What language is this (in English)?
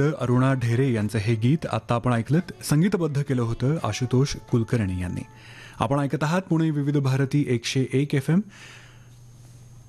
Marathi